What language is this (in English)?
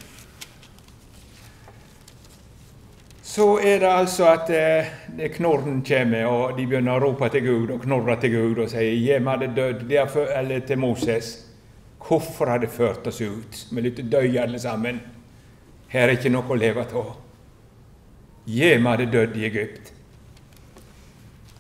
Norwegian